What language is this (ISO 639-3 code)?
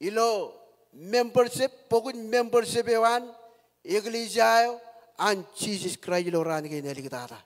mah